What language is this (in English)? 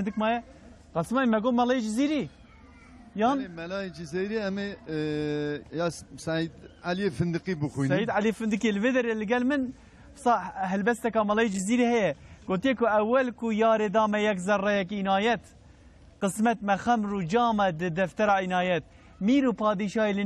Kurdish